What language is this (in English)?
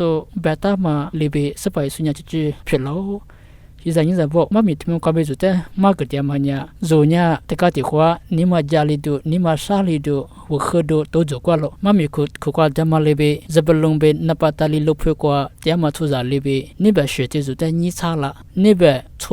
Lisu